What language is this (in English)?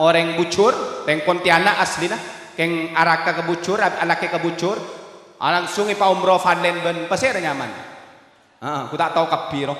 Madurese